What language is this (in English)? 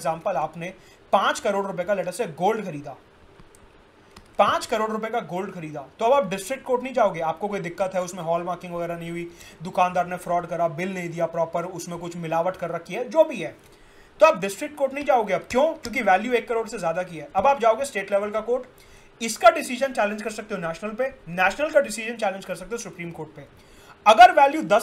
Hindi